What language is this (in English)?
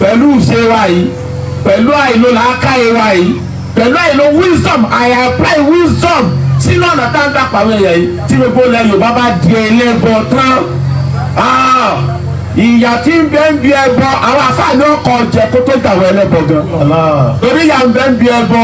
Yoruba